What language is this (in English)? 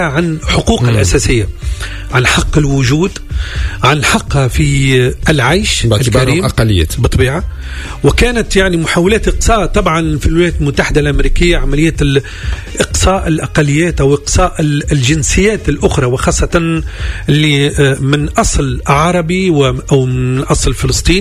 Tunisian Arabic